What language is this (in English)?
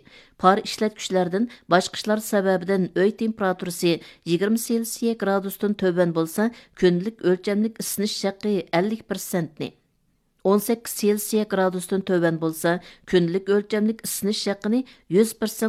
Uyghur